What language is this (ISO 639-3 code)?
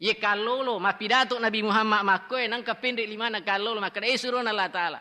bug